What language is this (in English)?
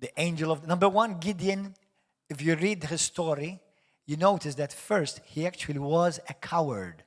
English